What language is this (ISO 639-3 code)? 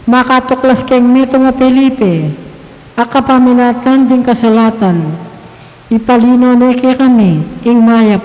pam